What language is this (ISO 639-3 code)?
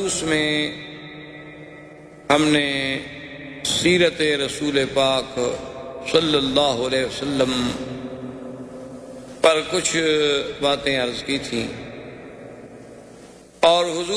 urd